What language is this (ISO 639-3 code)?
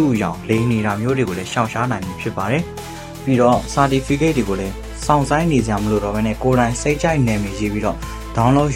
mya